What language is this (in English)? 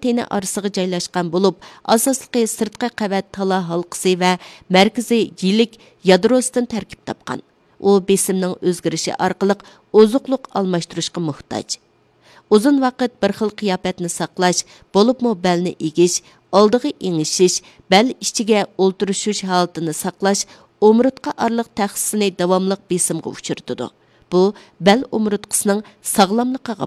Uyghur